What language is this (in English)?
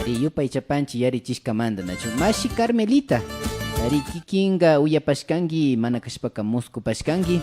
Imbabura Highland Quichua